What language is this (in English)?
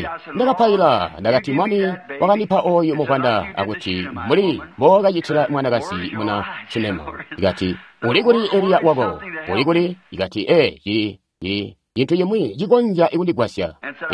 Tonga (Zambia)